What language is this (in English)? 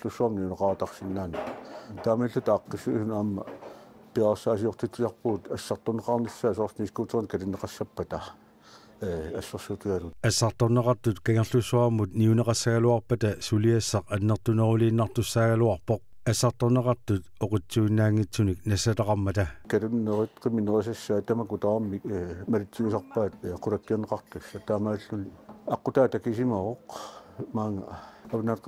Kalaallisut